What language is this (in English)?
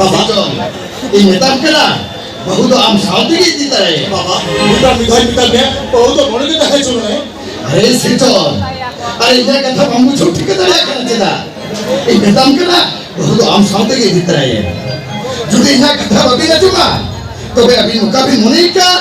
Santali